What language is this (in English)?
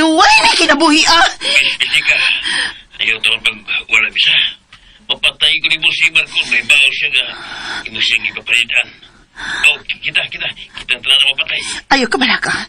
Cebuano